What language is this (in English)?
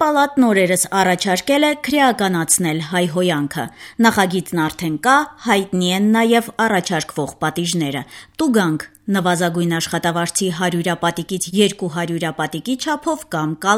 Armenian